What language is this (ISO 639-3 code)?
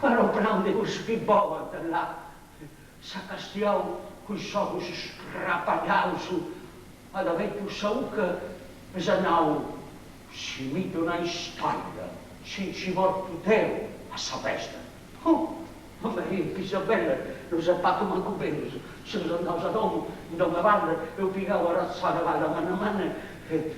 srd